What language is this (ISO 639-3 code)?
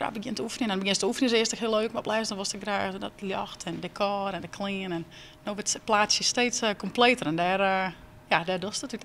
fry